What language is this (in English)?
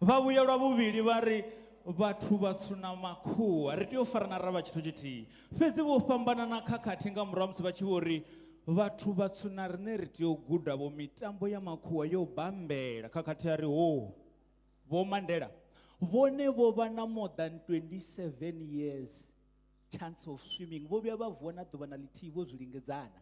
Venda